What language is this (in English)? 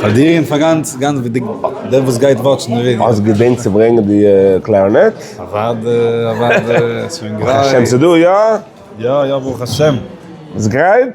Yiddish